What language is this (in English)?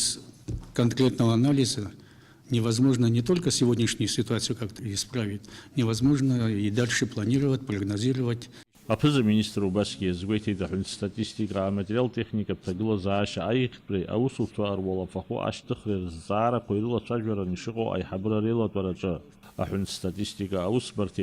Abkhazian